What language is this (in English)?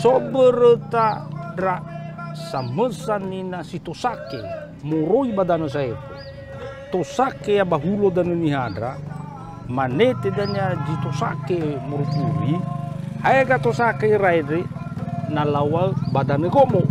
Nias